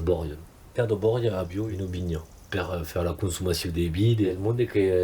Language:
Occitan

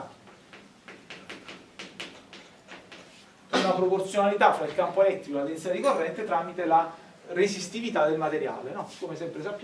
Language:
Italian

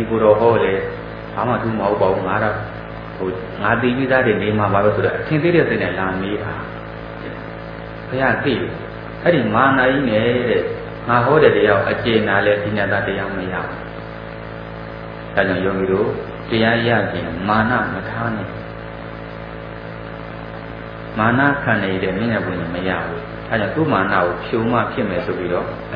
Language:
Burmese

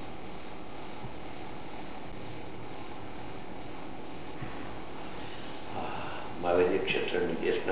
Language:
Gujarati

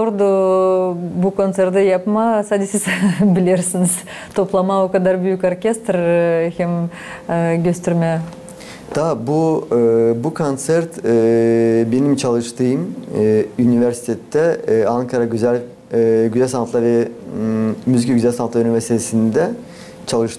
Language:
Gagauz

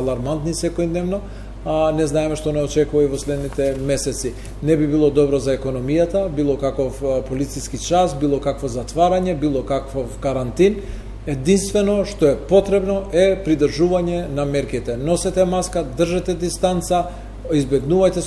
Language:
Macedonian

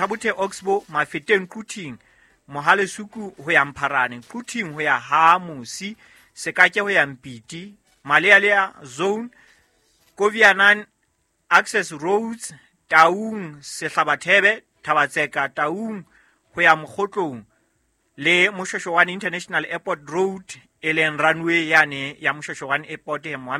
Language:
Southern Sotho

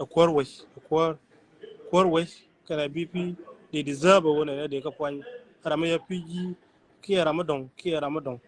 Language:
Nuer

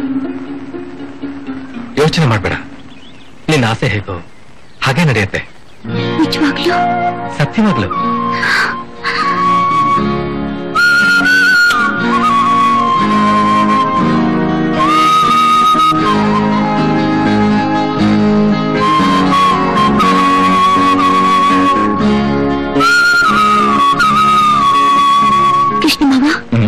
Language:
Kannada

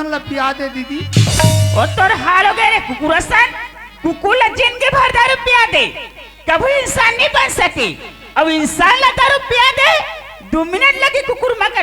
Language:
Chhattisgarhi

